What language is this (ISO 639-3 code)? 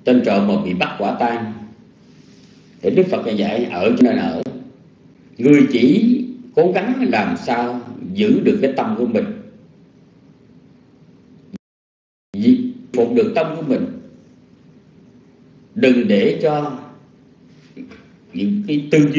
vie